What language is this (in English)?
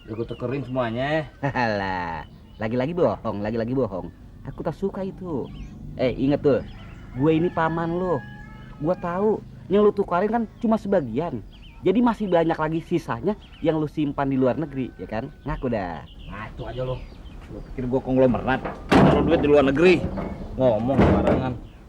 Betawi